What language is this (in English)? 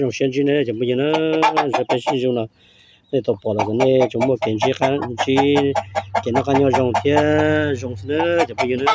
Hmong